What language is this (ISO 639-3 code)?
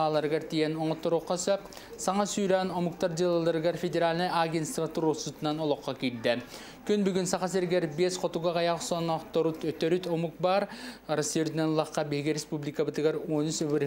sah